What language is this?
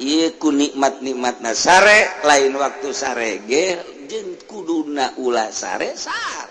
Sundanese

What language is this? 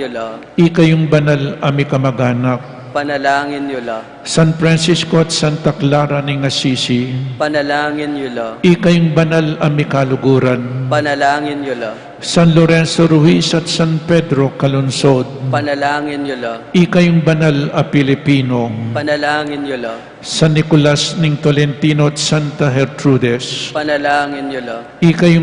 Pampanga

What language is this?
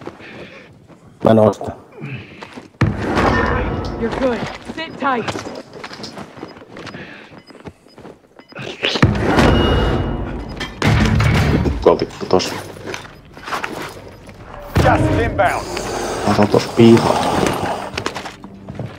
Finnish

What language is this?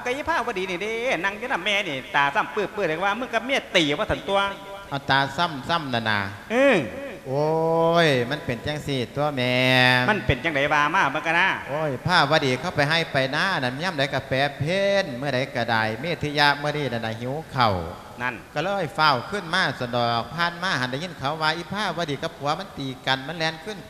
Lao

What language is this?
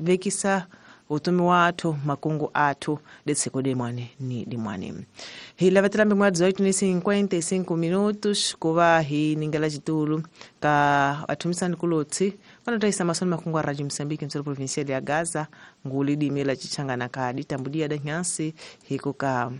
Tsonga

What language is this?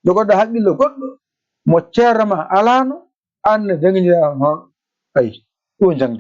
Fula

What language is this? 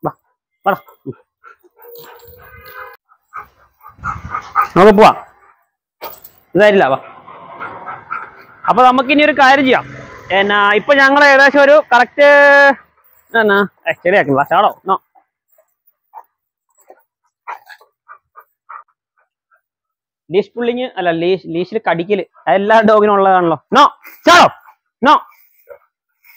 Malayalam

